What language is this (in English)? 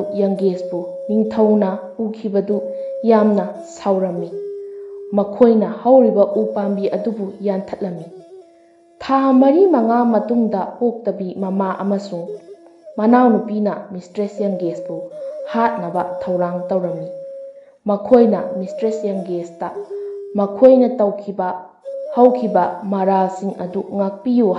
Manipuri